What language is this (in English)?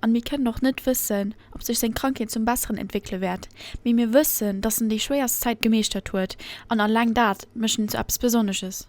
Luxembourgish